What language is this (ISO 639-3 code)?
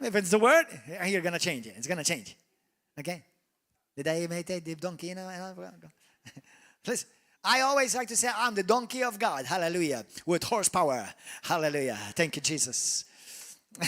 eng